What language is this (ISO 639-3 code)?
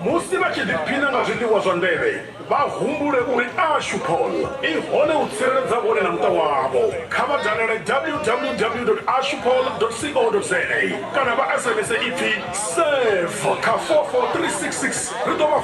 ven